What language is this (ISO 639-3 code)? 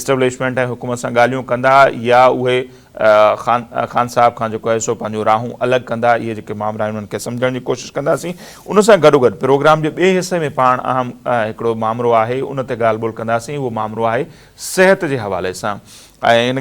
snd